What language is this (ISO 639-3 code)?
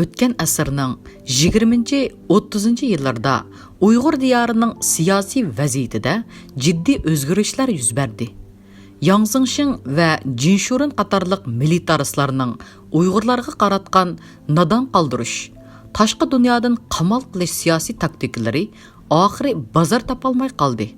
uig